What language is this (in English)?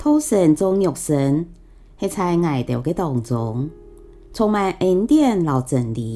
Hakka Chinese